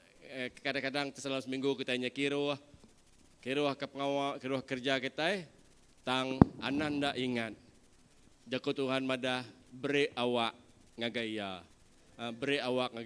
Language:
Iban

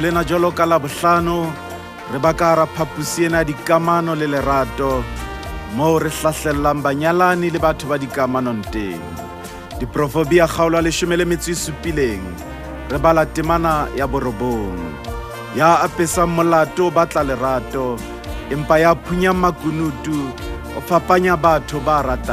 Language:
Southern Sotho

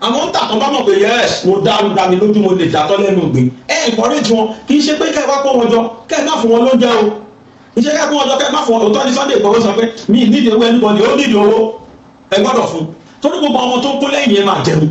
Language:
Yoruba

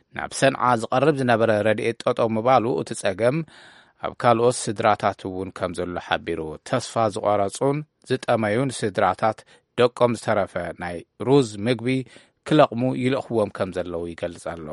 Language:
Tigrinya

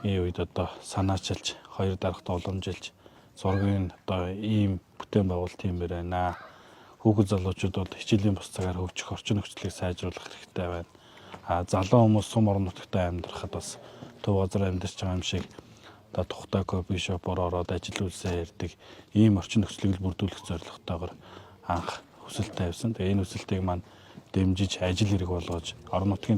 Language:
Mongolian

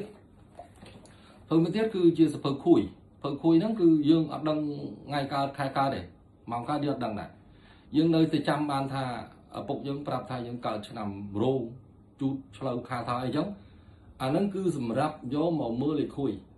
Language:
Khmer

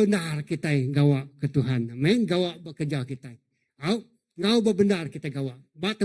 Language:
Iban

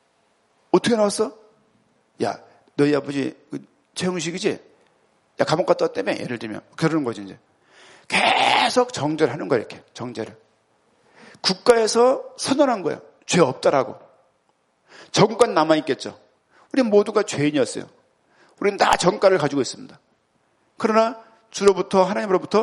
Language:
Korean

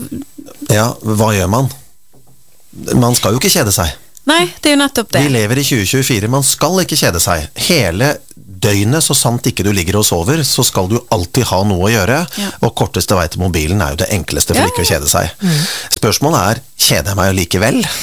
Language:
Norwegian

